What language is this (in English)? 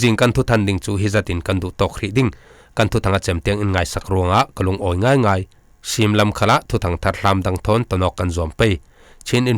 Falam Chin